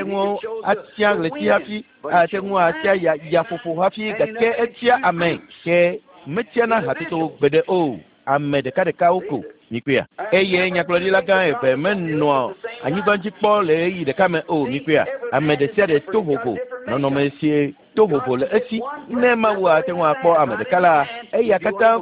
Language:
Ewe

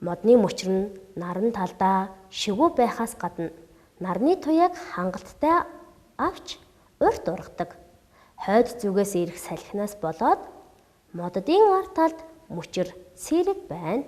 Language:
Mongolian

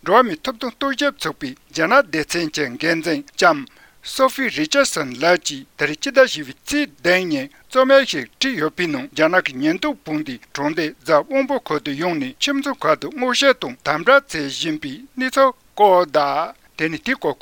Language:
Tibetan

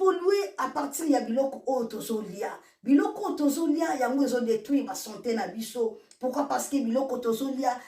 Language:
Lingala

